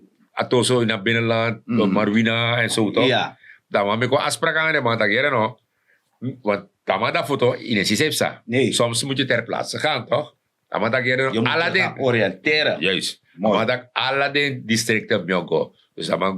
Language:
Sranan Tongo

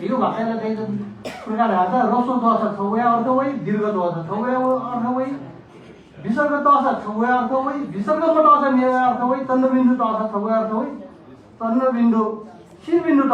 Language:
Newari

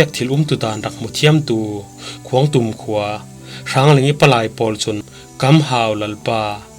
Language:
Falam Chin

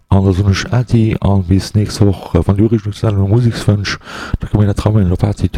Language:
Luxembourgish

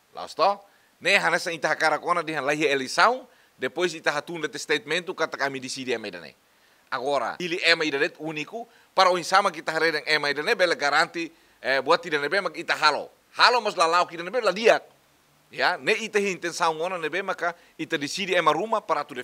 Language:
Tetum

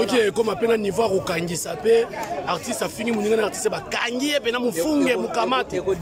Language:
Lingala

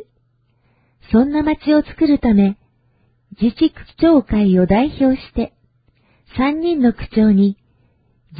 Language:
Japanese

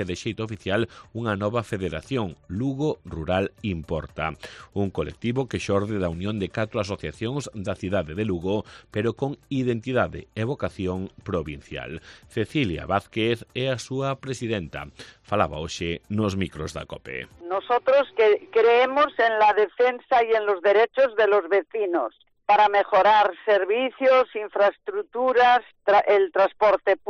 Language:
Galician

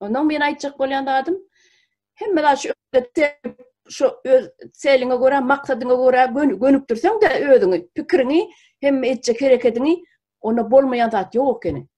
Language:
Turkmen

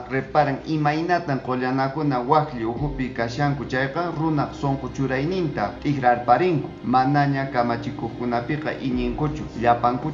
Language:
Quechua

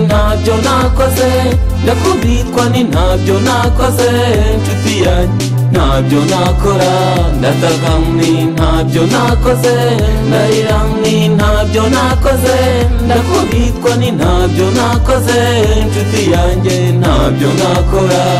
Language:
Kinyarwanda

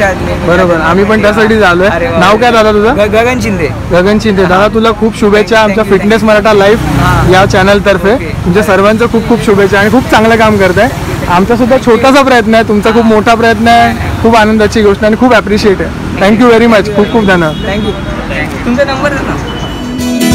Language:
Marathi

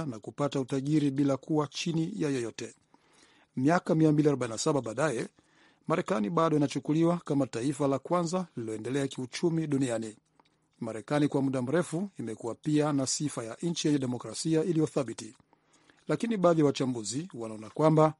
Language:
Swahili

